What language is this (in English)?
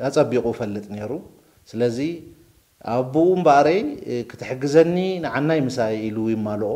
Tigrinya